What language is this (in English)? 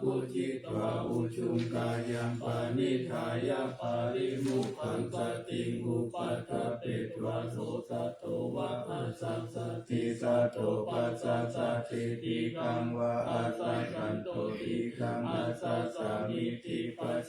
Pali